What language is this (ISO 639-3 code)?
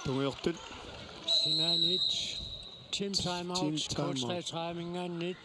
kal